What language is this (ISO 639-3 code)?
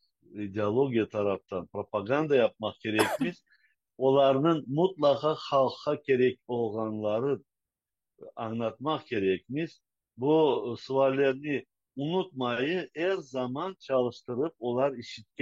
crh